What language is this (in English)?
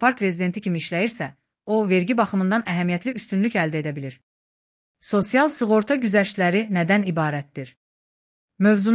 Azerbaijani